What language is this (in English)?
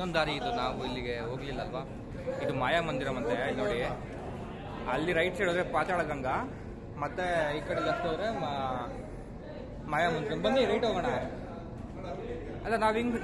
Kannada